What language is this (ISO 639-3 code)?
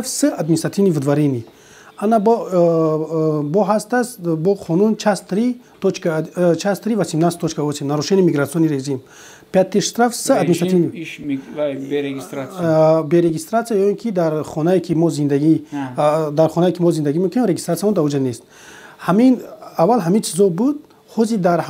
tgk